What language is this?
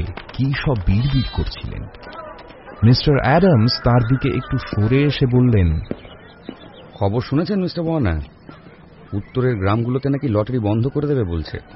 Bangla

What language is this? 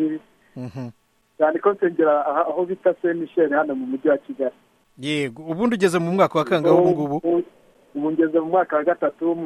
Kinyarwanda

